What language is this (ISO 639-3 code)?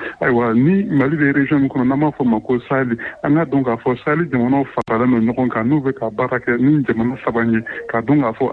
bam